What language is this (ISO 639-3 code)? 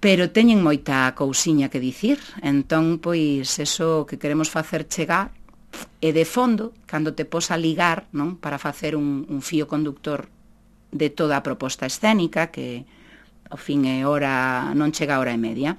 glg